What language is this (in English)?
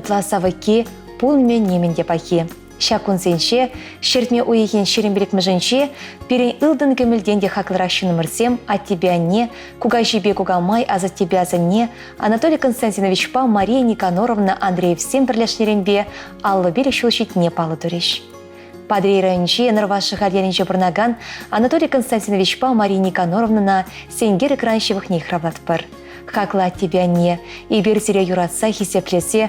Chuvash